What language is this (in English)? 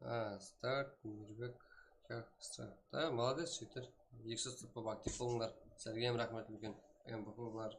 Kara-Kalpak